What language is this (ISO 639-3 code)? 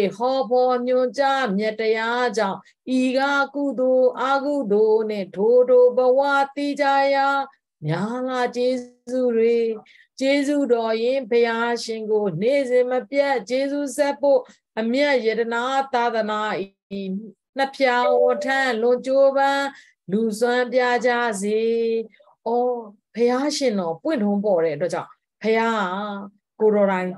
mya